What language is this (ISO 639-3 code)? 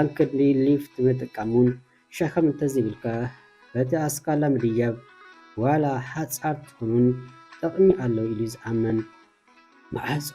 tir